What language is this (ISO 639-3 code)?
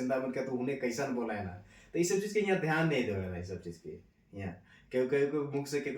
sck